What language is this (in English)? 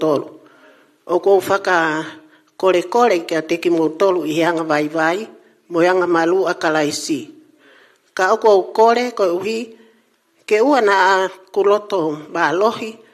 Tongan